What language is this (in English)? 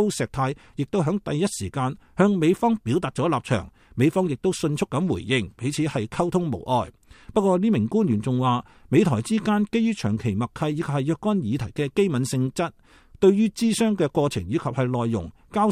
Cantonese